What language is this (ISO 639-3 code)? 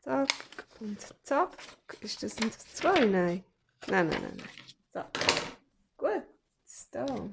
gsw